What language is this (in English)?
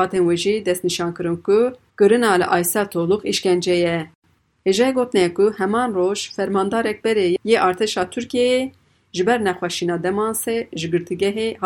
Kurdish